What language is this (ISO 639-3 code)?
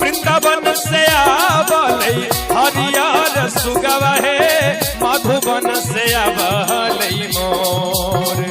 mag